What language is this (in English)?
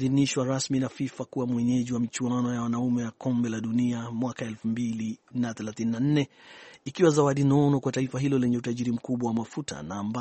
Swahili